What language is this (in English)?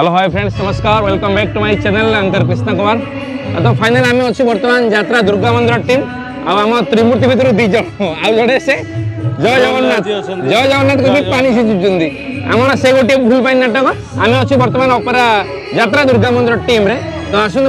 Odia